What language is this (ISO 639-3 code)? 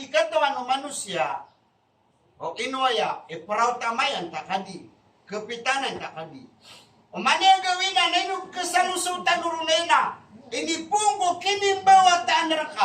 mrw